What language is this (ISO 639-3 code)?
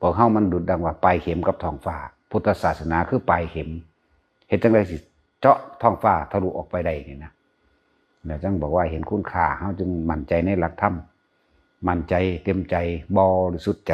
tts